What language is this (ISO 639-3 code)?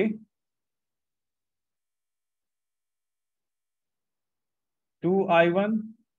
hin